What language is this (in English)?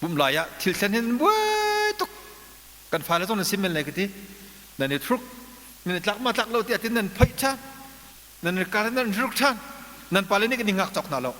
Hakha Chin